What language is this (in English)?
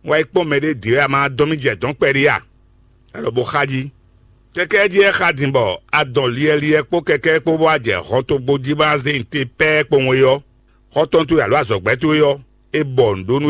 Fon